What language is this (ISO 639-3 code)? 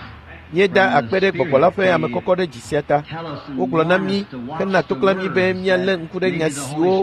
ewe